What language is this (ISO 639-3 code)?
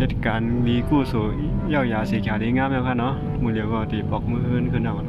shn